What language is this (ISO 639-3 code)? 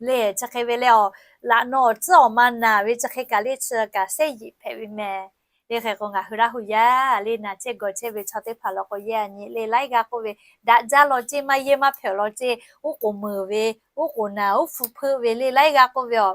lhu